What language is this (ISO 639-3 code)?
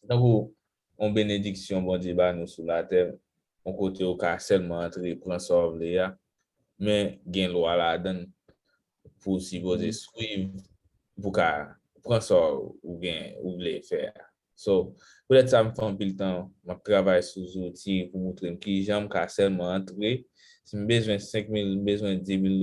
hat